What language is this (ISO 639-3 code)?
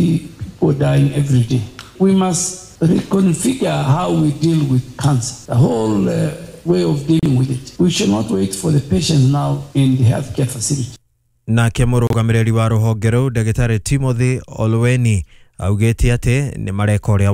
kik